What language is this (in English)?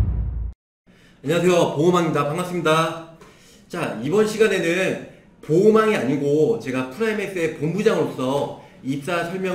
Korean